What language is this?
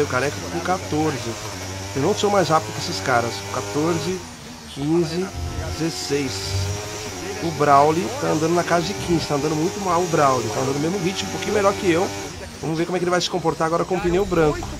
Portuguese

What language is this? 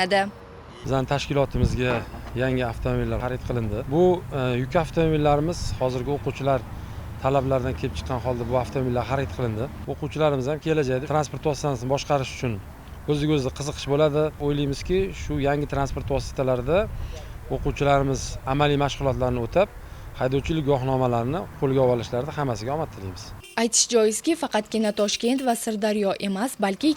Uzbek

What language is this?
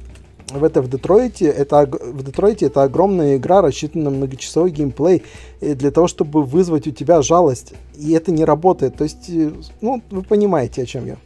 Russian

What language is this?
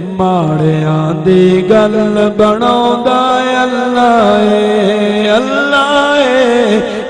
Saraiki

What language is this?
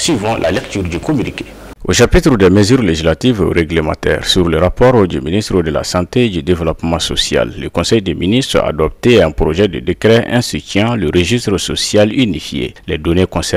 French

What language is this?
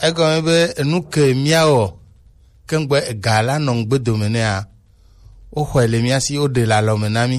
Gen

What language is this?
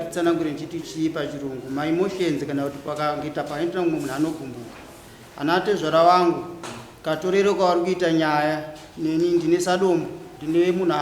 Shona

